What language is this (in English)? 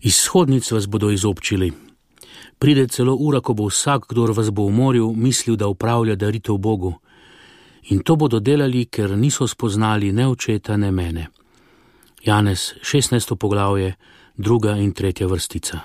Slovenian